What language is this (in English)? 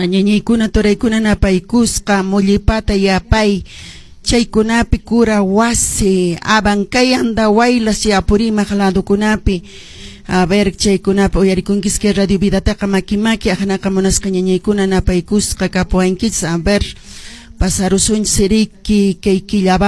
Quechua